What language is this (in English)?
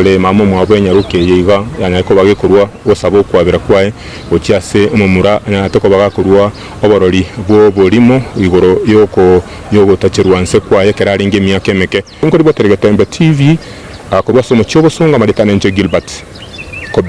Gusii